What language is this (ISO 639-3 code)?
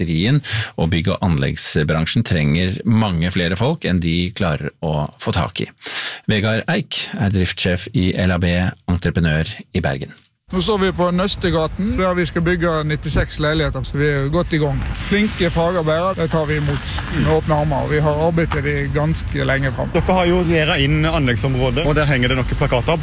nor